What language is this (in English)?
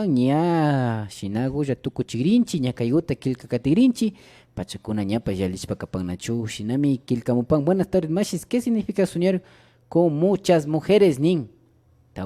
Imbabura Highland Quichua